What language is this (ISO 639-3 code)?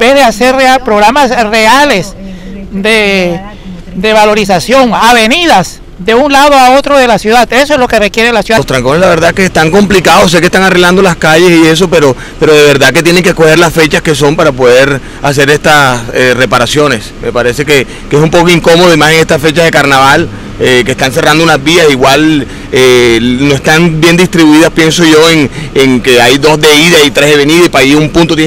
spa